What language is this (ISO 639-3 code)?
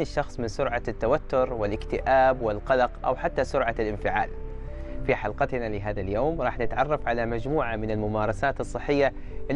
ara